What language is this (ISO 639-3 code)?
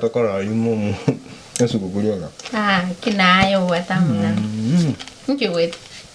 guz